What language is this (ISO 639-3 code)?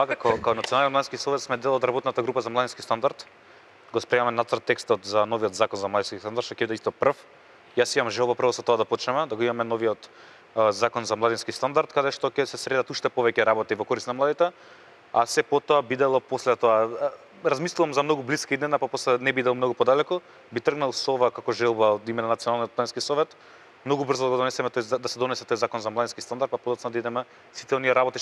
mkd